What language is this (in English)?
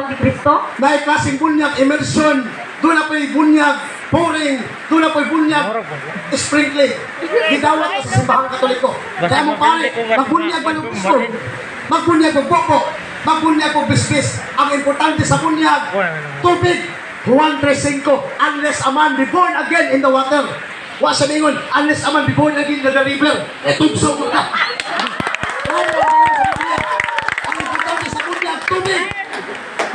Cebuano